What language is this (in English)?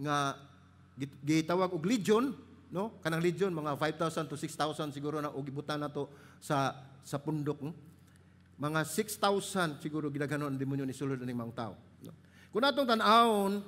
Cebuano